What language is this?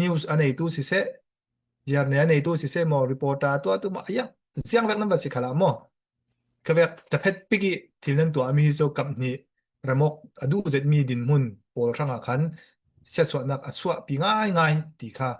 Falam Chin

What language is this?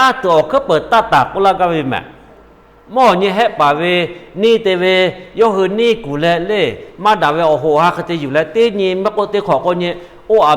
Lahu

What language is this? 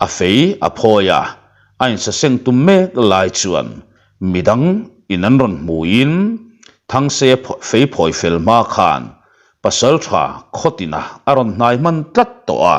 Mizo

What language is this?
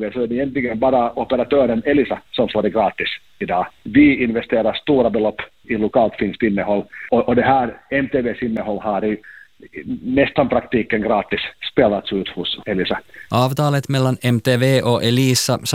Swedish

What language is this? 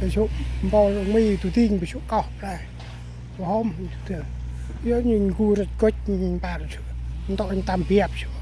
Central Mnong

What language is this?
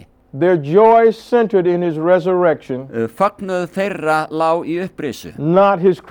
Icelandic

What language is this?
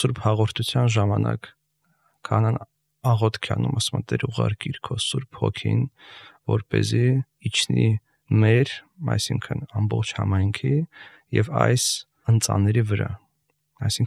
Armenian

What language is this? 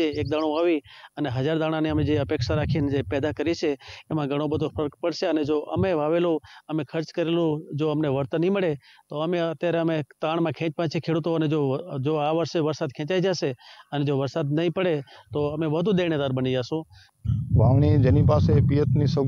Gujarati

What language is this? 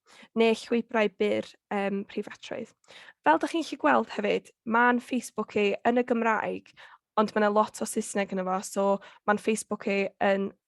Welsh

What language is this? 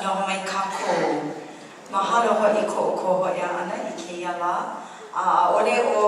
Hawaiian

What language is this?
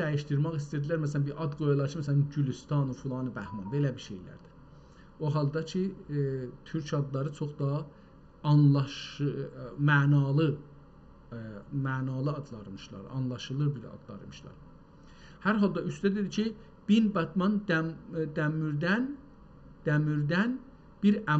South Azerbaijani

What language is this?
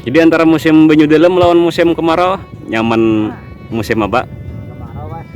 Banjar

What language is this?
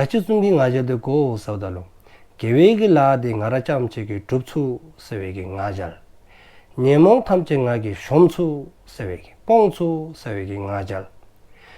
Dzongkha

